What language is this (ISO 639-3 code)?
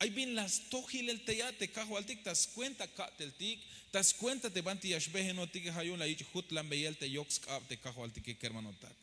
tzh